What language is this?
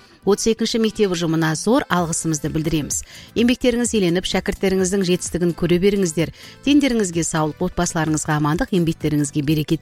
Kazakh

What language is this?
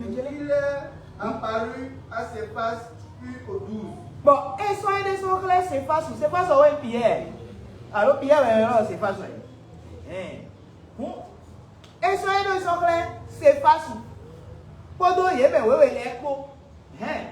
Fon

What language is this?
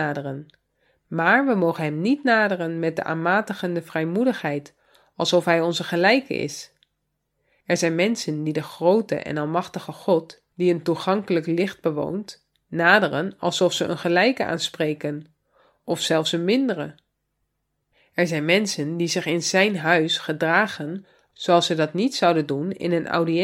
Dutch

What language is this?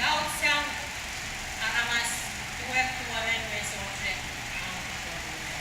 Pohnpeian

